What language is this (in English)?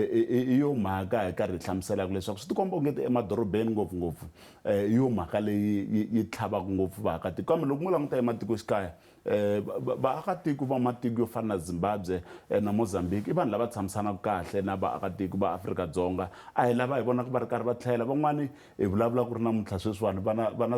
Tsonga